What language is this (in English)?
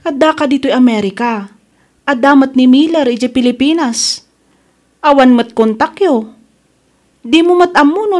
Iloko